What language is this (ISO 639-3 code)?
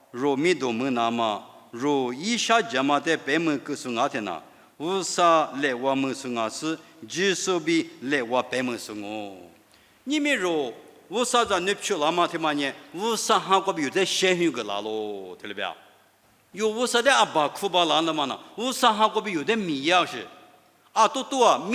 lis